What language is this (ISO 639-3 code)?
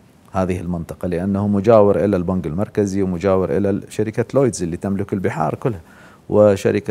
acm